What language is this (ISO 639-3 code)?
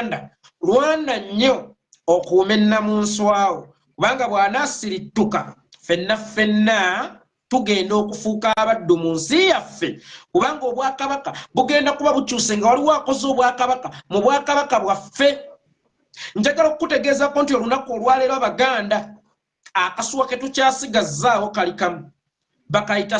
lug